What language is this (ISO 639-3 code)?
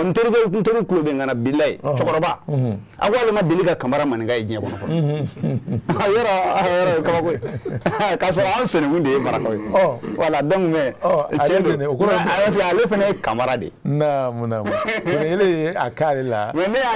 bam